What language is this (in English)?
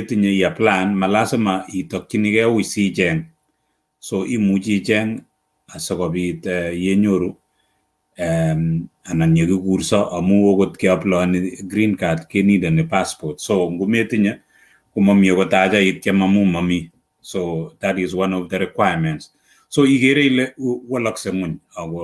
Kalenjin